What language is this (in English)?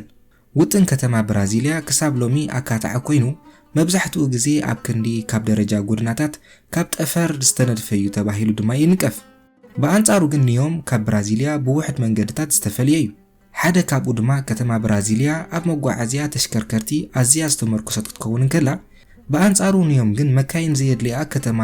Tigrinya